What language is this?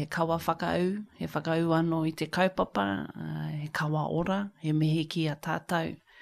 Māori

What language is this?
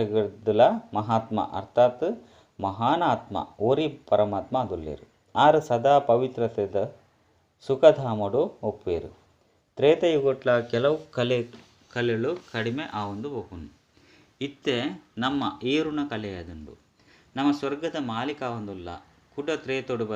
Tulu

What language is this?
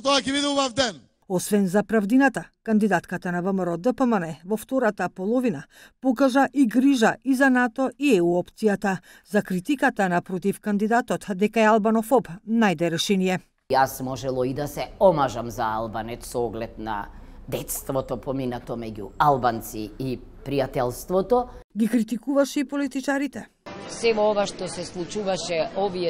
Macedonian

